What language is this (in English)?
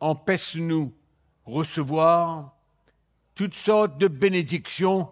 Morisyen